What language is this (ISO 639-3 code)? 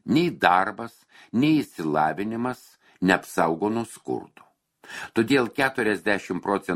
lit